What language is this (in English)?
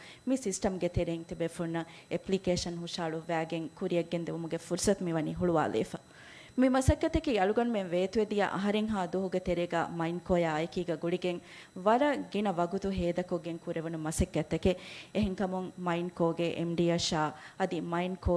Divehi